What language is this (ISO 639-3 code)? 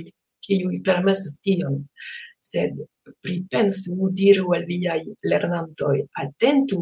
epo